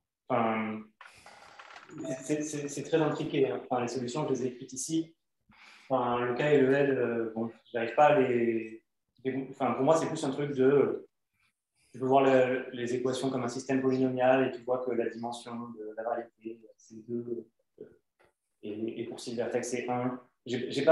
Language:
French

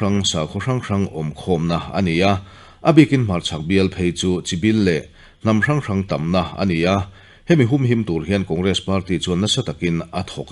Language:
Mizo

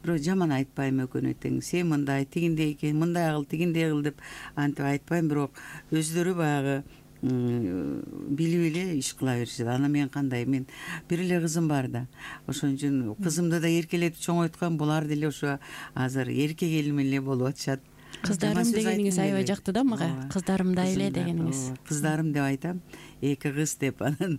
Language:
Kyrgyz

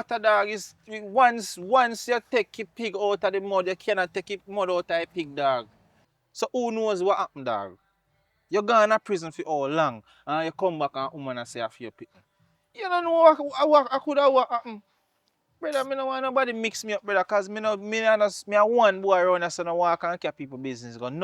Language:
Jamaican Creole English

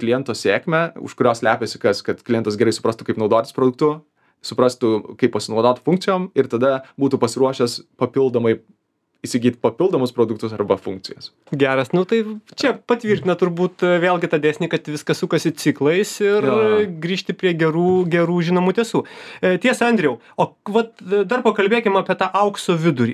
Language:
Lithuanian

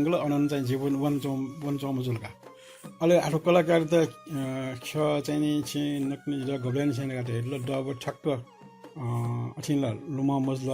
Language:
Newari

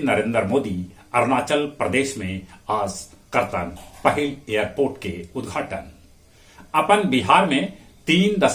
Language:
Magahi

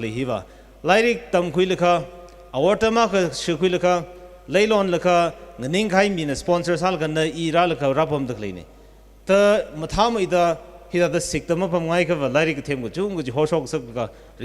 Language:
Tangkhul Naga (India)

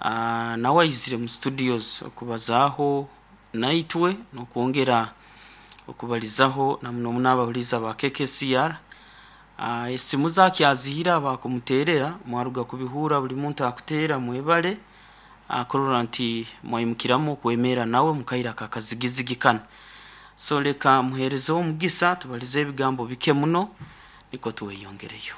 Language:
Nyoro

